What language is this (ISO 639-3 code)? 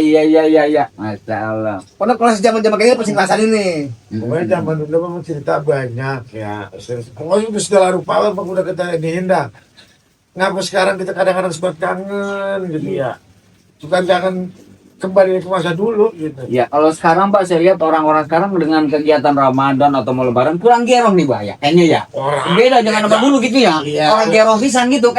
bew